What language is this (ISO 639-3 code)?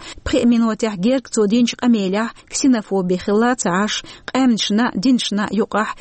che